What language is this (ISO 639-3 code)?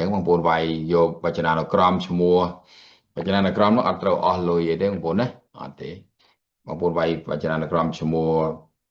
khm